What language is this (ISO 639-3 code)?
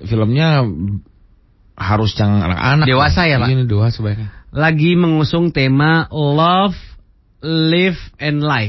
ind